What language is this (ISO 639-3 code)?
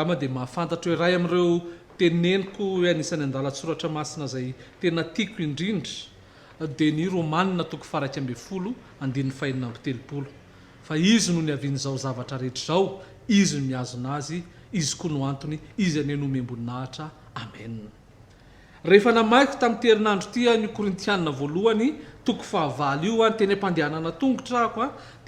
mlg